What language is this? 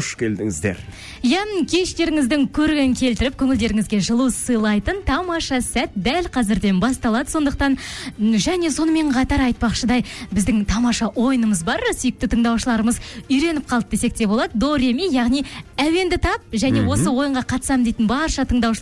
Kazakh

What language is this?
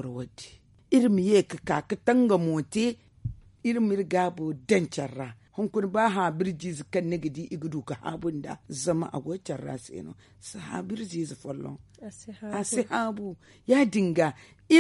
Zarma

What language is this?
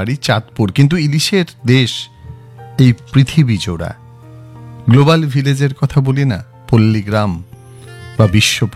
Bangla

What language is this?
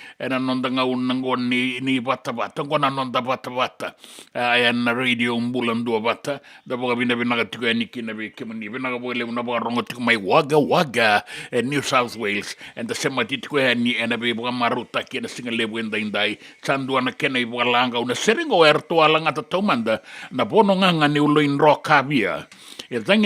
Fijian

